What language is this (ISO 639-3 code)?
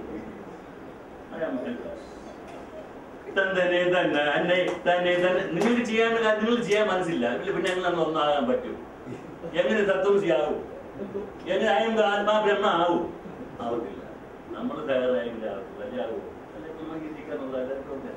mal